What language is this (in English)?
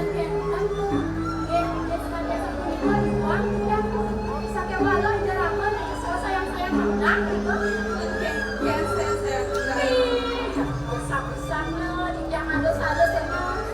Balinese